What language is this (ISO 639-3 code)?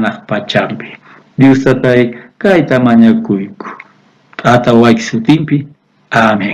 quh